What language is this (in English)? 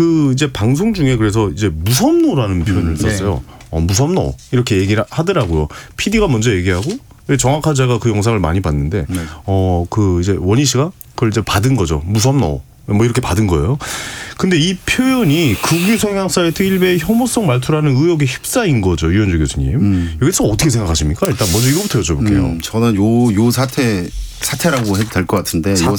Korean